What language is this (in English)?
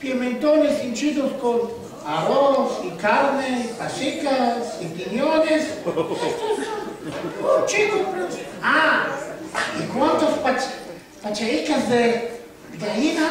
Ladino